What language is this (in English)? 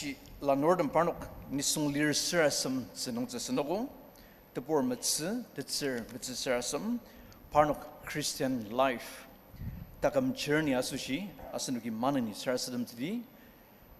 Ao Naga